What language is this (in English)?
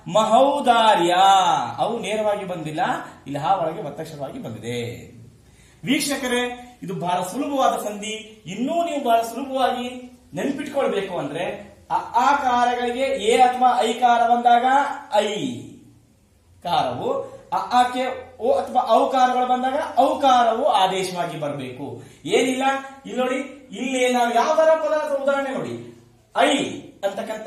Kannada